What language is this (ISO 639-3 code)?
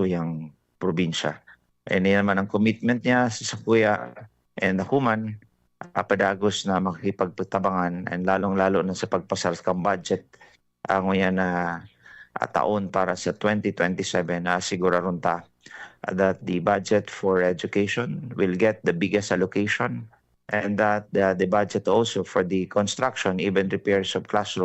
bik